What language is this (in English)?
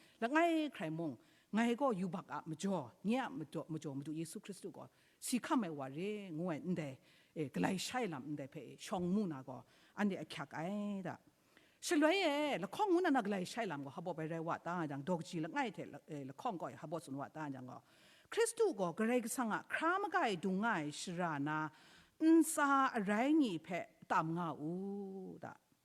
Kachin